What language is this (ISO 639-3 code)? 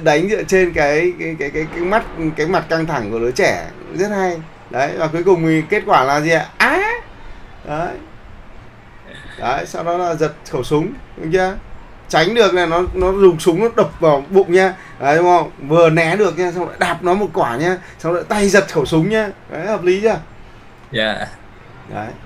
vie